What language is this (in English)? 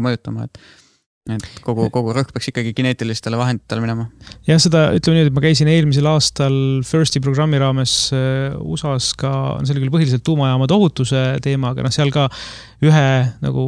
Estonian